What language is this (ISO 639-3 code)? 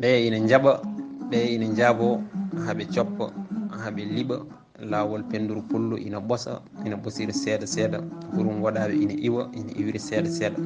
ful